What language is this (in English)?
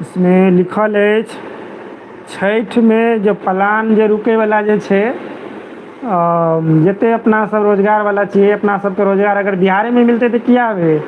Maithili